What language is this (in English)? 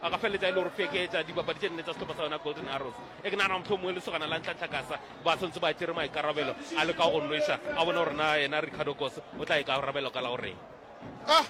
Northern Sotho